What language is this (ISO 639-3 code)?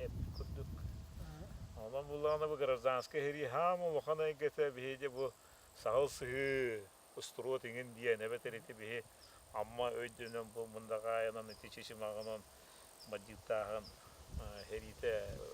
sah